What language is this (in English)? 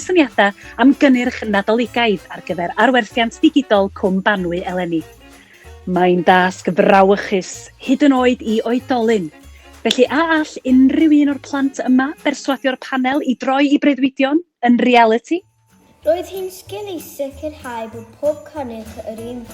Welsh